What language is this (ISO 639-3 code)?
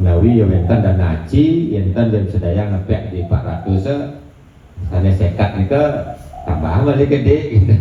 ban